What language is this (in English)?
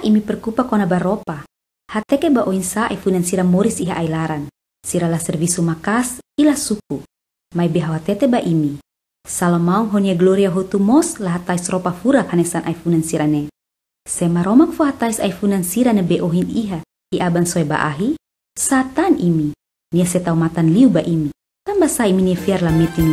Tetum